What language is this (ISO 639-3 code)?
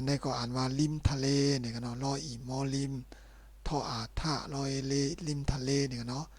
shn